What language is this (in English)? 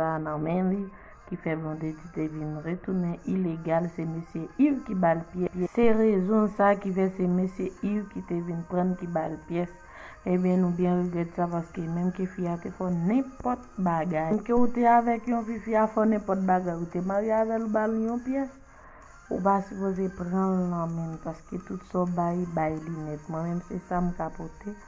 Haitian Creole